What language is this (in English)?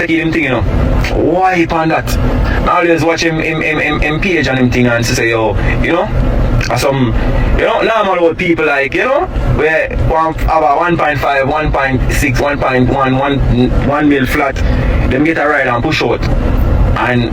Jamaican Creole English